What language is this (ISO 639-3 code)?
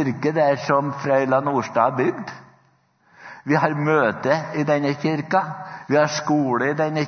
nor